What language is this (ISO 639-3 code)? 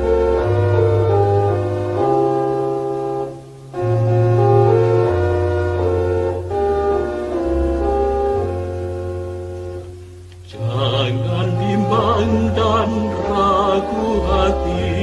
ind